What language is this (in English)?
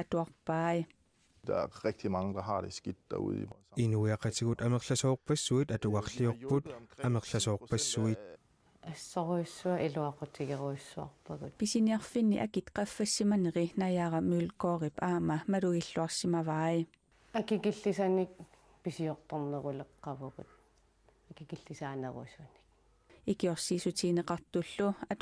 Kalaallisut